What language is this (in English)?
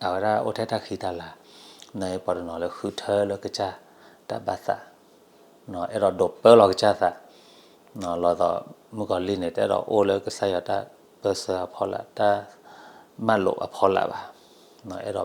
S'gaw Karen